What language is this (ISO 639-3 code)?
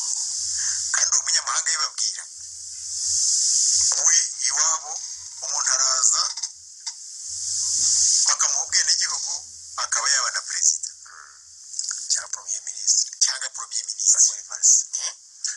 kin